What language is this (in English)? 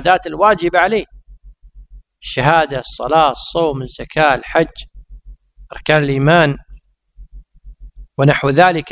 Arabic